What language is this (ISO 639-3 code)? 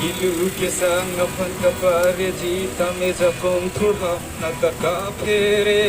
mjw